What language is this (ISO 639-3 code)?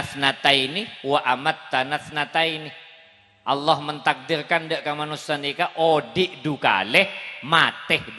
mad